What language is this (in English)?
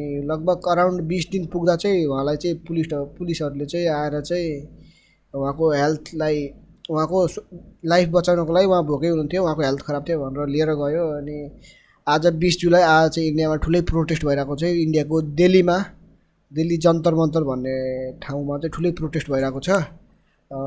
Nepali